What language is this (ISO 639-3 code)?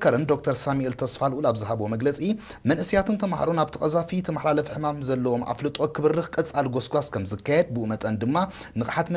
tir